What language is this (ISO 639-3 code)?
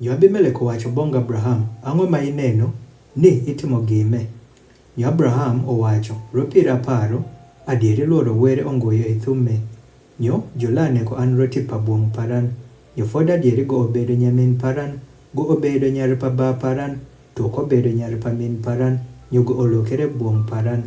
adh